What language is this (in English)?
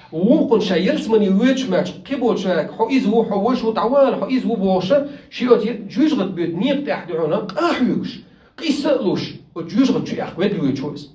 Chechen